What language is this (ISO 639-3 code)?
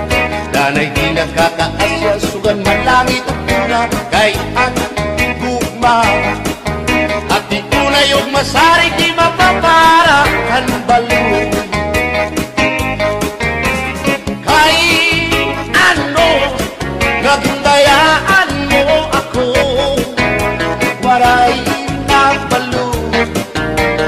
war